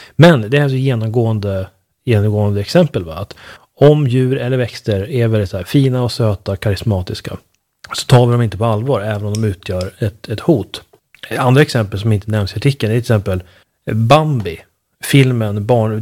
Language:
Swedish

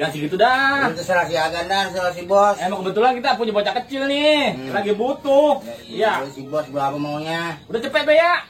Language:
Betawi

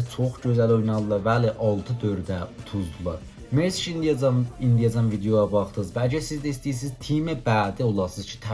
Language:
South Azerbaijani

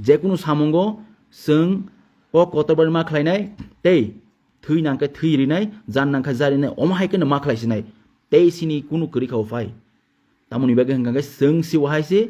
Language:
Kok Borok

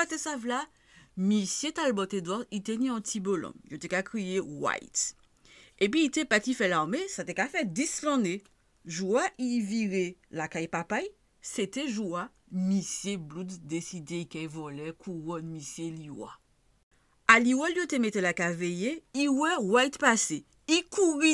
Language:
Guadeloupean Creole French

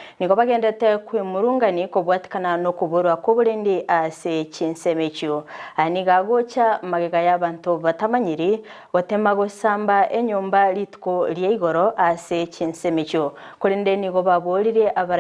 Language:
Gusii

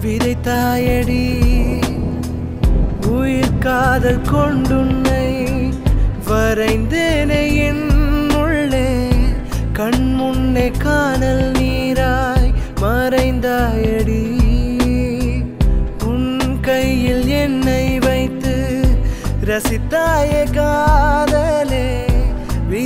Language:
Tamil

